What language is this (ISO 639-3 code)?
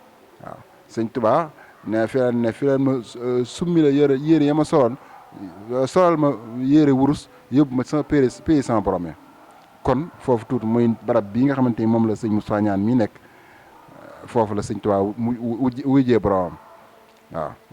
wol